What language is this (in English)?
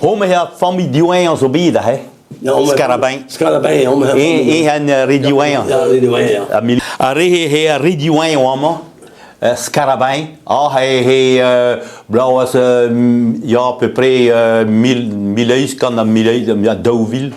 Breton